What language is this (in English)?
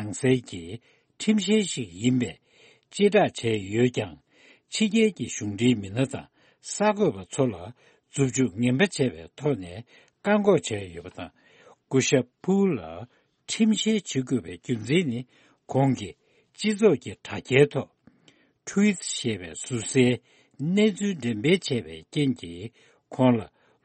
Tibetan